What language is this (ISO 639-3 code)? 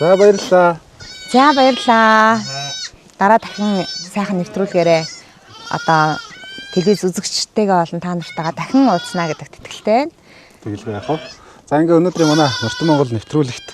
mon